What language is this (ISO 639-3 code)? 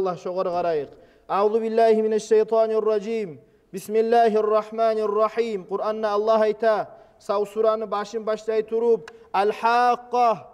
kum